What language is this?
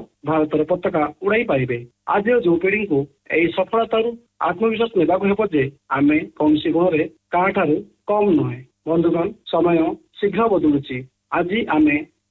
Odia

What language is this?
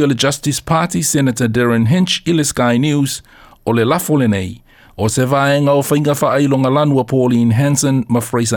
Samoan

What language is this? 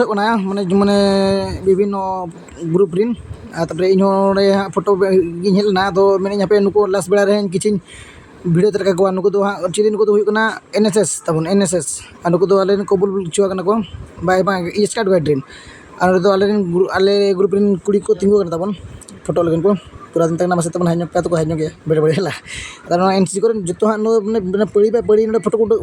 Santali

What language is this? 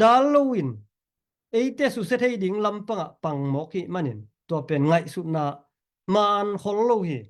Tedim Chin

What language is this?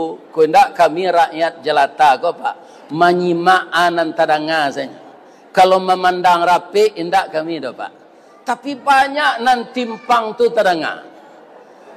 Minangkabau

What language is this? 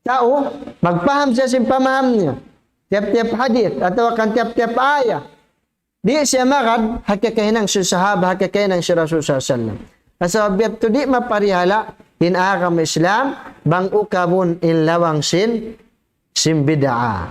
Tausug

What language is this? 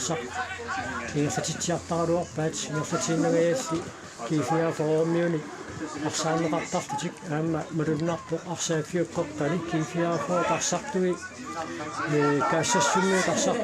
Kalaallisut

